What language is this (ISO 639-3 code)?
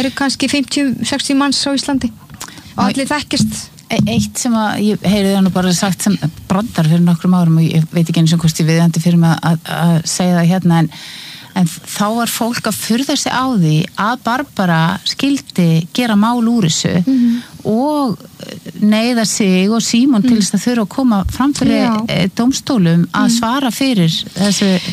isl